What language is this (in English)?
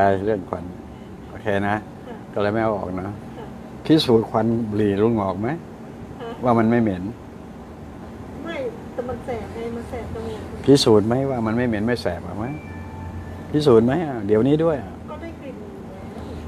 Thai